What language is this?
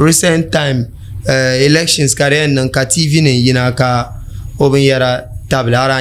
Dagbani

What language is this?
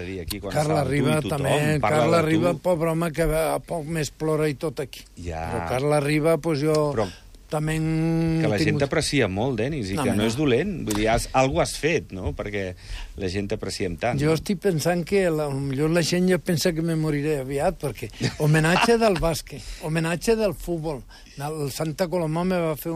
Catalan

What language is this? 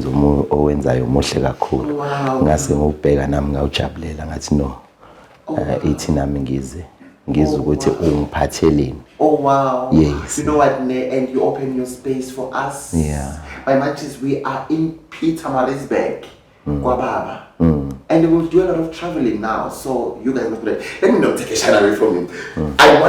Zulu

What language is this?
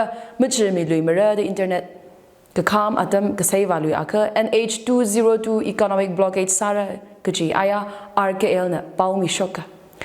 Tangkhul Naga (India)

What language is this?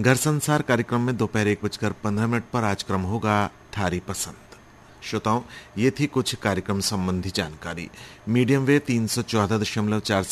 Hindi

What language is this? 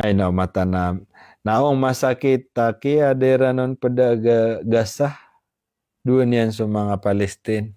Maranao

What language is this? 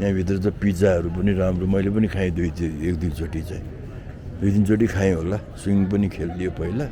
Nepali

